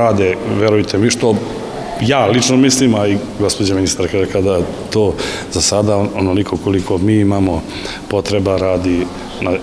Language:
Serbian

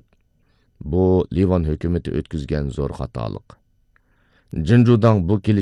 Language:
Uyghur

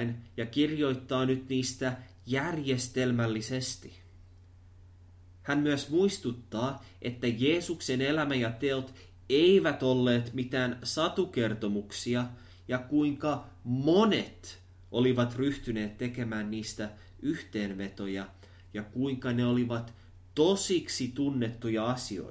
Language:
Finnish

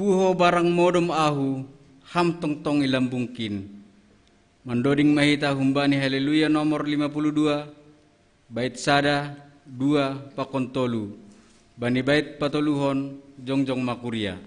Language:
Batak Simalungun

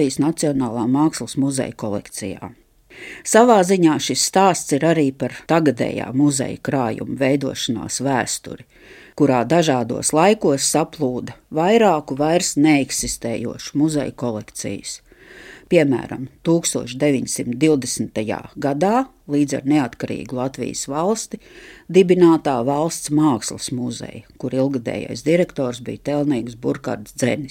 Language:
Latvian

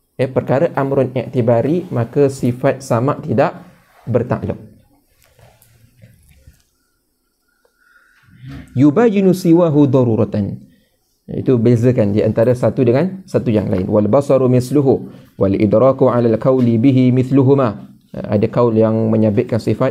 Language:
Malay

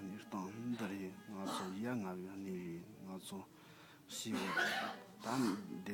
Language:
Tibetan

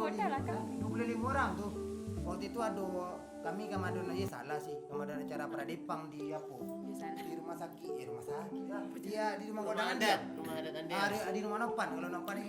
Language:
Minangkabau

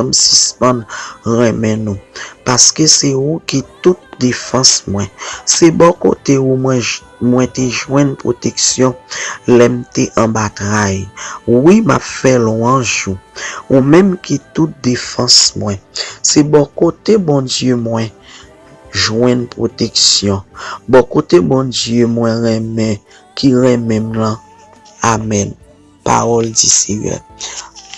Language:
Haitian Creole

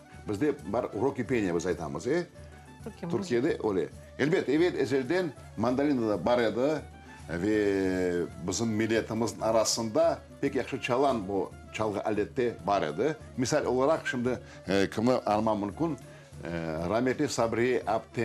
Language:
Crimean Tatar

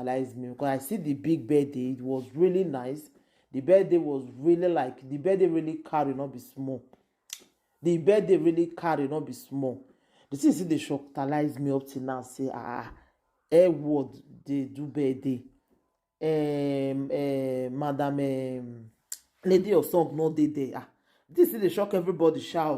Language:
Nigerian Pidgin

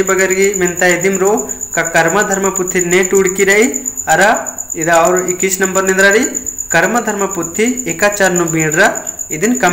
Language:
Kurukh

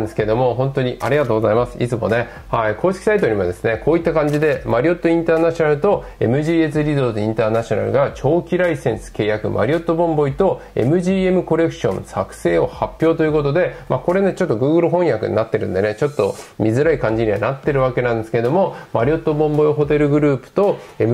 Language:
Japanese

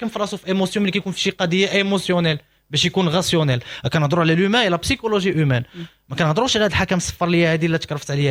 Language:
Moroccan Arabic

